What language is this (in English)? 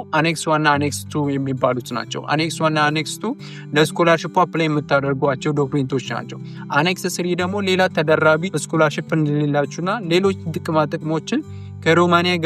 Amharic